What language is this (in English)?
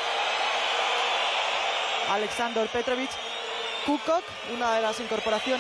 Spanish